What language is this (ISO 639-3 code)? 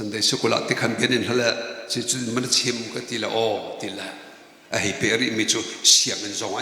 cnh